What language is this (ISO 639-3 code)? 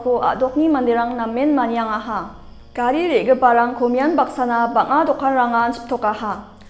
grt